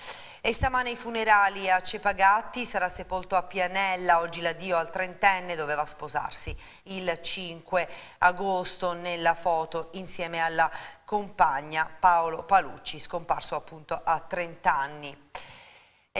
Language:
Italian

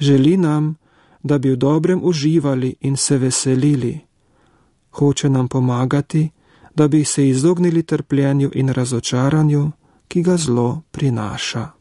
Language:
Slovenian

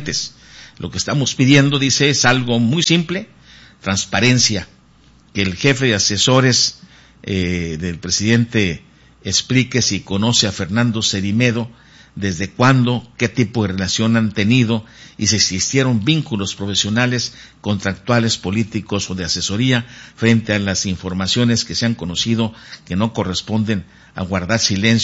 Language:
Spanish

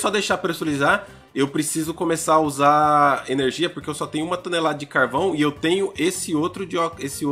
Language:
Portuguese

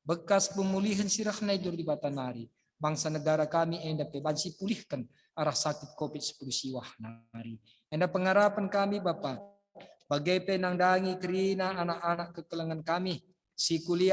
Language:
Batak Karo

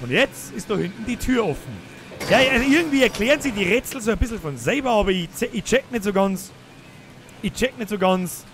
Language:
Bavarian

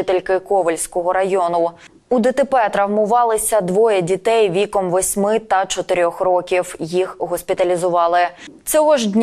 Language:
Ukrainian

